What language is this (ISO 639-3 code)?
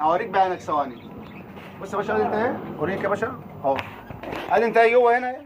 arz